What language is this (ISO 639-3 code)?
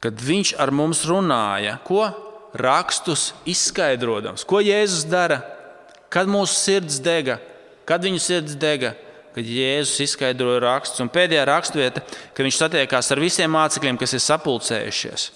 lav